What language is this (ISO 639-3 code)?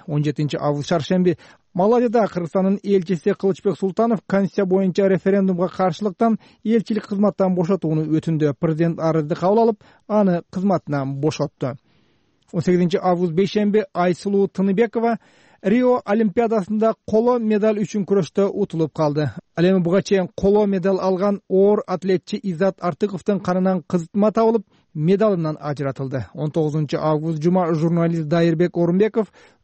kir